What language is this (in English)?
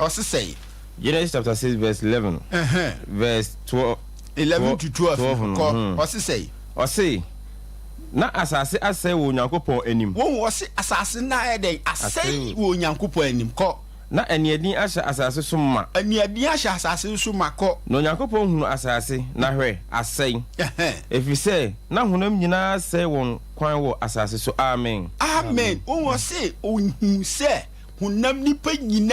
Akan